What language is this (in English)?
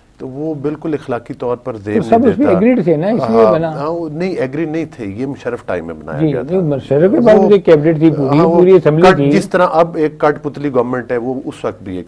Urdu